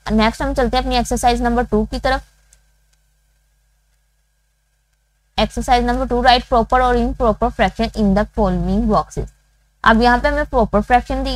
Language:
Hindi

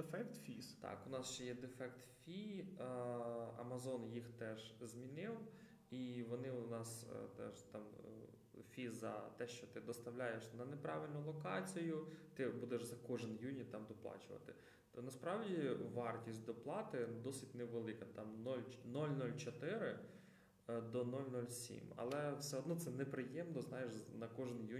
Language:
Ukrainian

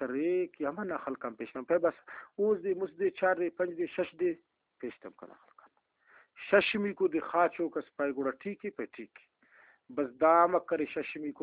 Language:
Brahui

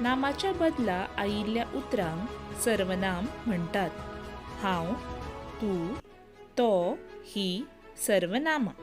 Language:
Konkani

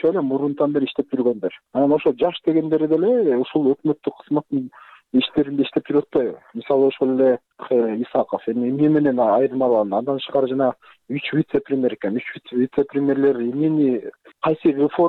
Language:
Kyrgyz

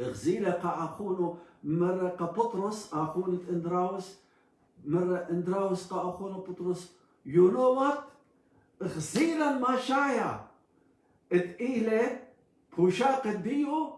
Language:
Assyrian Neo-Aramaic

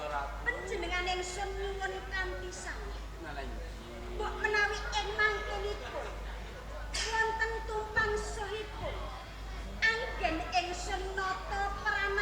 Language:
Javanese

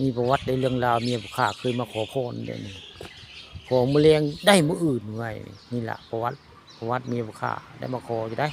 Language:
Northeastern Thai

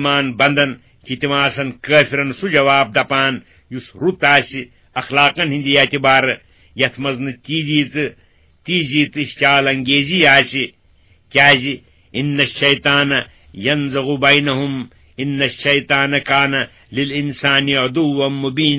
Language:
Kashmiri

